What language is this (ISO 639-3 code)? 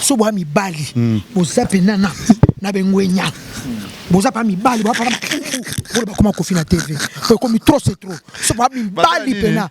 lin